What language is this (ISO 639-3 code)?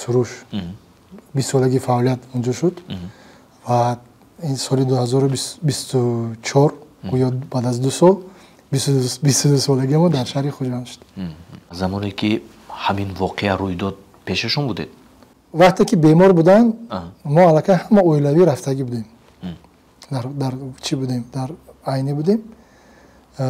tgk